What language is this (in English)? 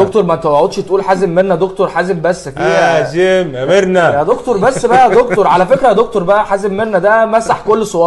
Egyptian Arabic